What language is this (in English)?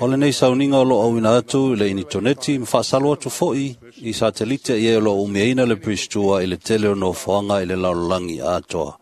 Samoan